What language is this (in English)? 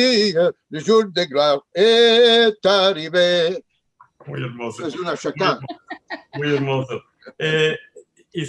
Ladino